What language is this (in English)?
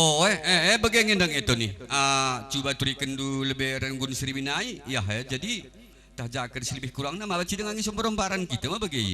Batak Karo